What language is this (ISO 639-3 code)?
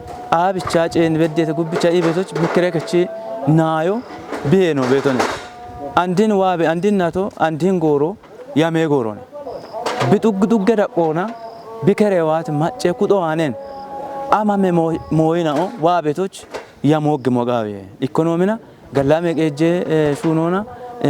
kbr